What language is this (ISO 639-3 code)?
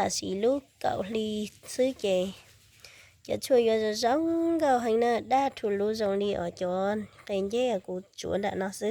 hmn